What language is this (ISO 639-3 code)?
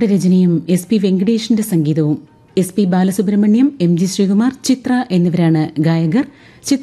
mal